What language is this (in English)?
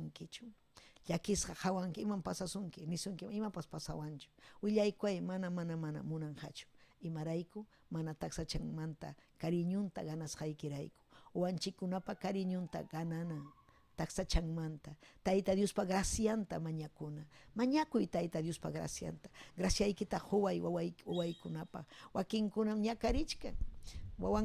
Ayacucho Quechua